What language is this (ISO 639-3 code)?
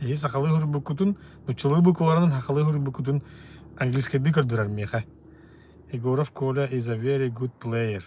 sah